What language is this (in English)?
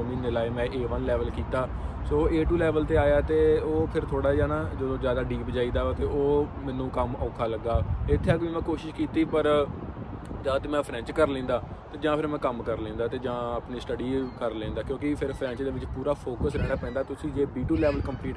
Punjabi